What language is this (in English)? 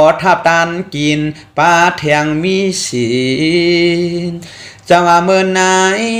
Shan